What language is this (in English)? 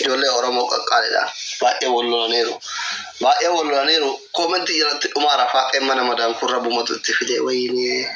Oromo